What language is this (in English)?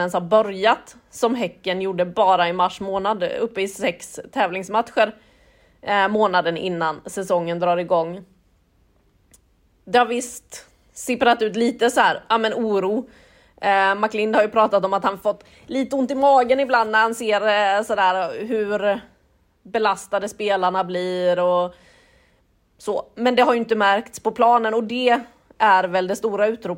Swedish